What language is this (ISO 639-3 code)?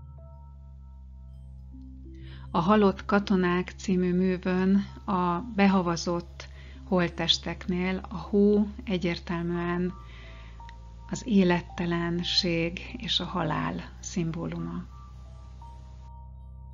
hun